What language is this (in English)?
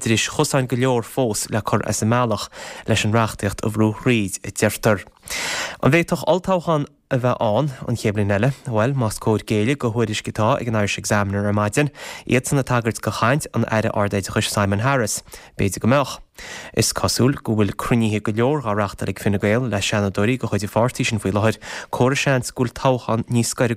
Irish